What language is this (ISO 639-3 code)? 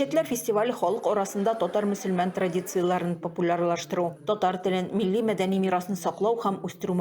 tat